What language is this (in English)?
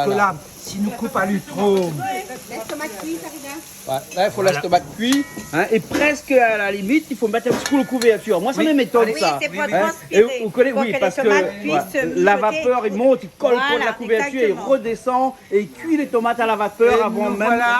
Réunion Creole French